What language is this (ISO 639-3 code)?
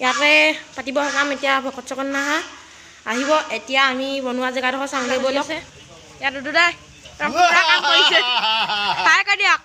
asm